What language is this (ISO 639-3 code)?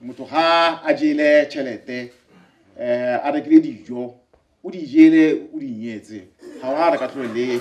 tsn